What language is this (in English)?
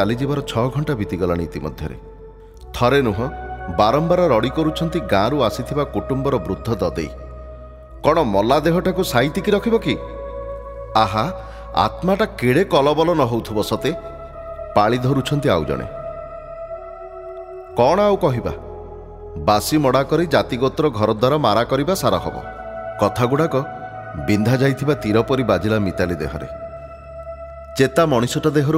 Odia